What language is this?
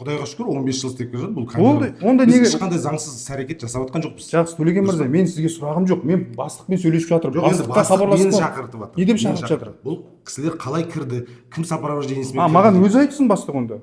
Kazakh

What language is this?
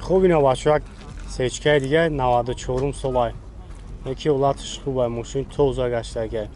Tajik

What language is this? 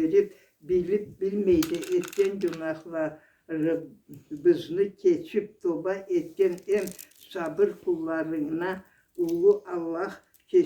Karachay-Balkar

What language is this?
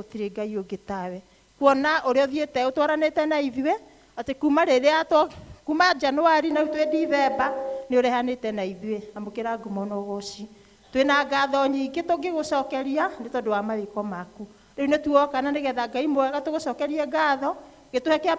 Kikuyu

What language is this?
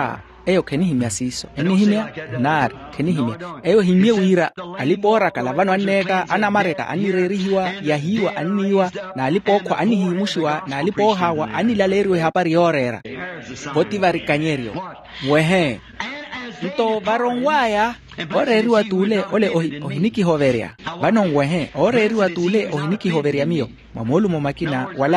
Makhuwa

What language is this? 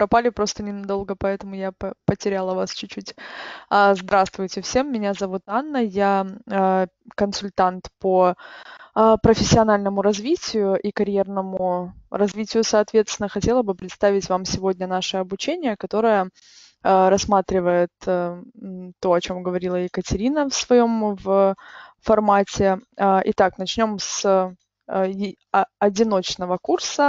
Russian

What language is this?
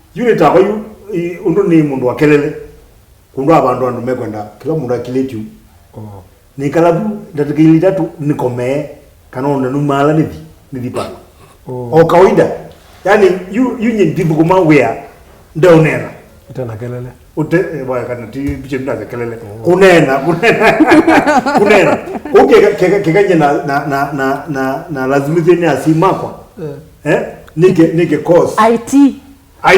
Kamba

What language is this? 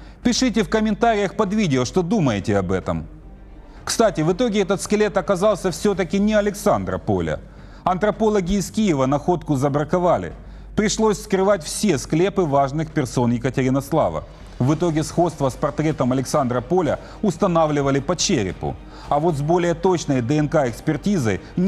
Russian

